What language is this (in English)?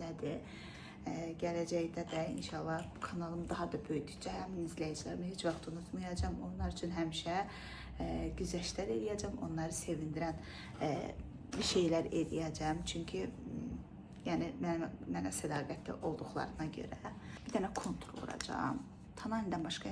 Azerbaijani